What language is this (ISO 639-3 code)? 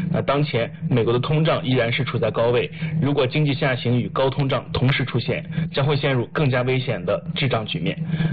zho